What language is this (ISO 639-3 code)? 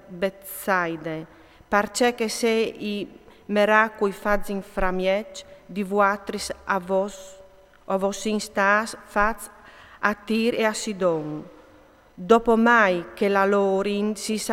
fur